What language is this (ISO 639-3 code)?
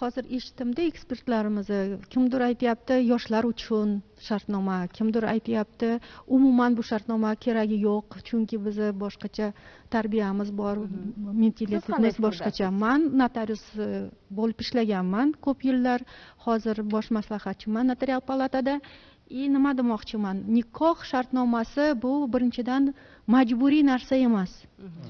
uzb